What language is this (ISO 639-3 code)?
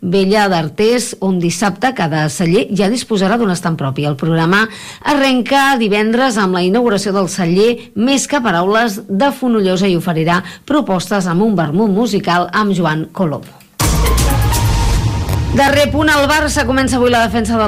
cat